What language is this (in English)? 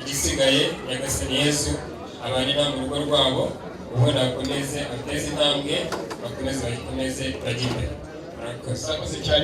Kinyarwanda